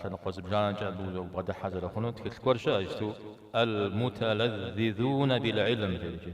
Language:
Kabardian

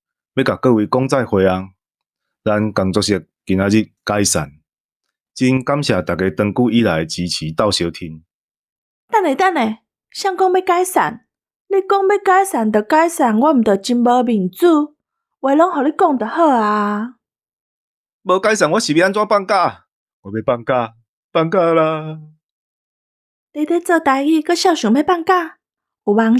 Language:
Min Nan Chinese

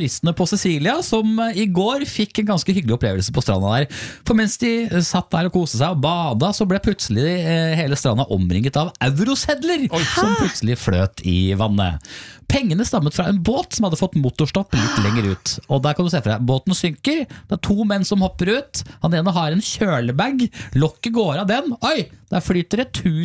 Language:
Norwegian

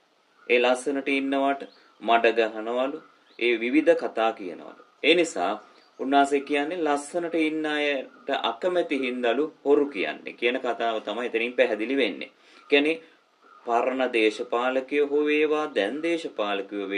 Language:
Sinhala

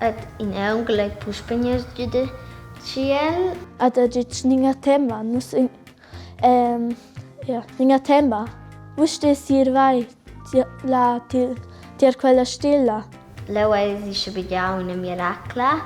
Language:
Romansh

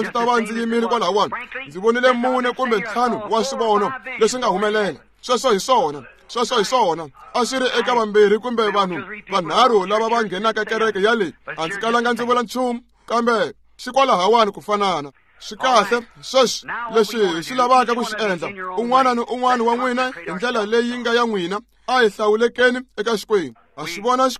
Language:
Tsonga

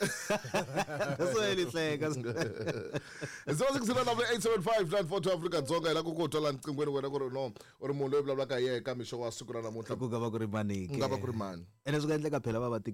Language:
Tsonga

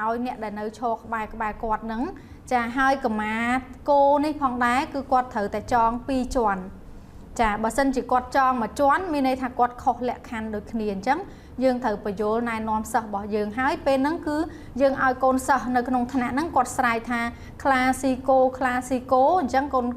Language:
Khmer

